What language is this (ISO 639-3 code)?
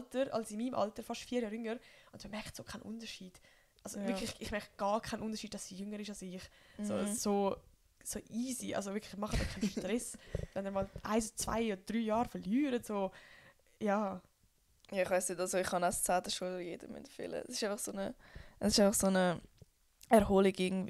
gsw